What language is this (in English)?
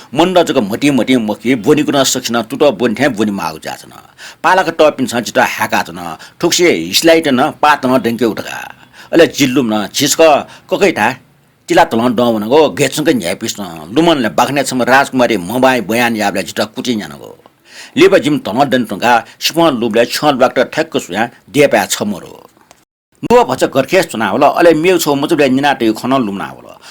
Newari